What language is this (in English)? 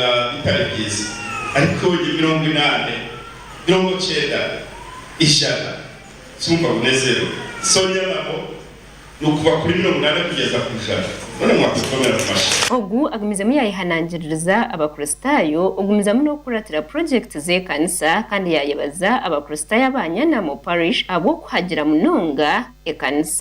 Nyankole